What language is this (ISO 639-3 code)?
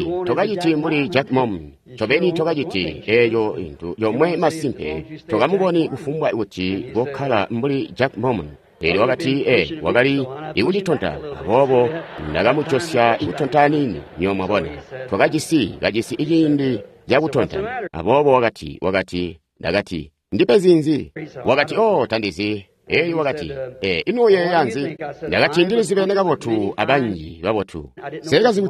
toi